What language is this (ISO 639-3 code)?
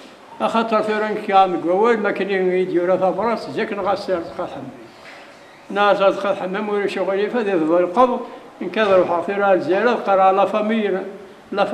kab